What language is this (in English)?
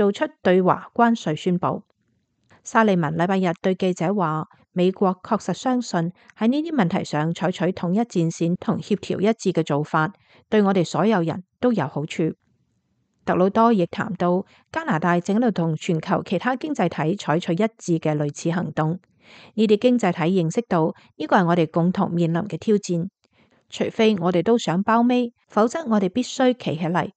Cantonese